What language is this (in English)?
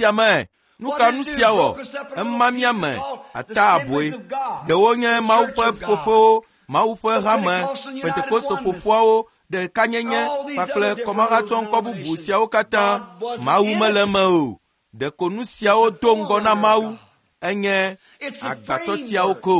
Ewe